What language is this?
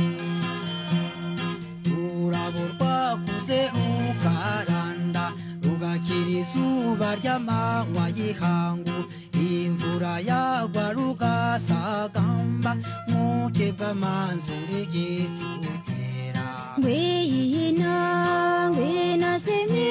Kinyarwanda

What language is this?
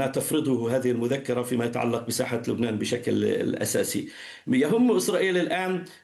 Arabic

